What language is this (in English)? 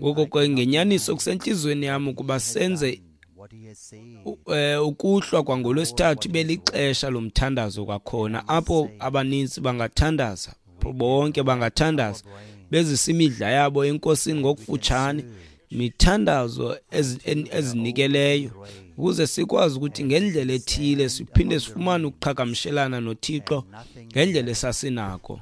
Xhosa